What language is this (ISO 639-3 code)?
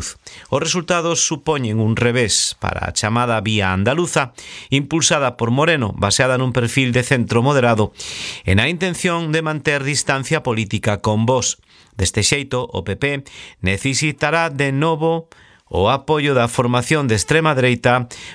glg